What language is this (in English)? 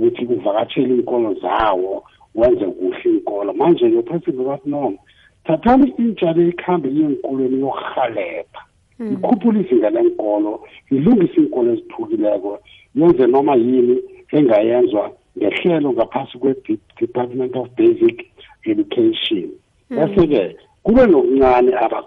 South Ndebele